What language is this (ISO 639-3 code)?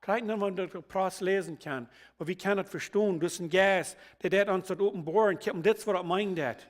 pdt